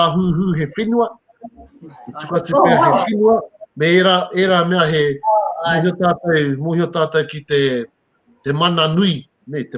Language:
Māori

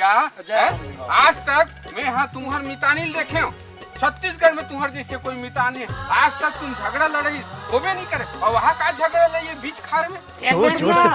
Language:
Chhattisgarhi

